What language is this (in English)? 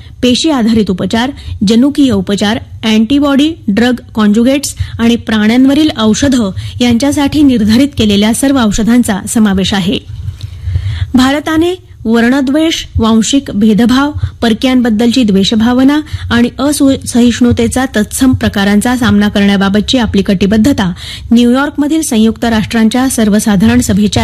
Marathi